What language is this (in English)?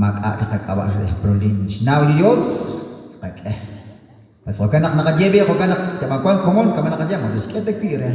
Kekchí